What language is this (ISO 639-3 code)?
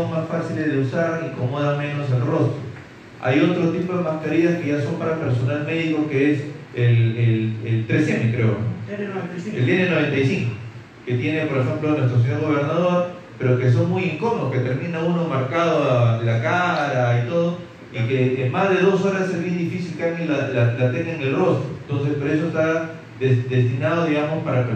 spa